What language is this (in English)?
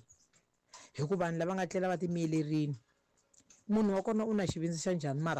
Tsonga